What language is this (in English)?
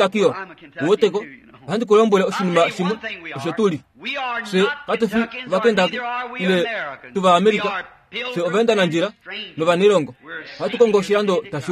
Kuanyama